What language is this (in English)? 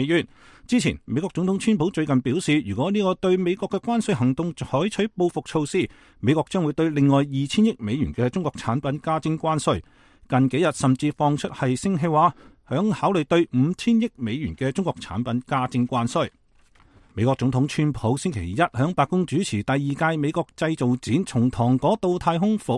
Cantonese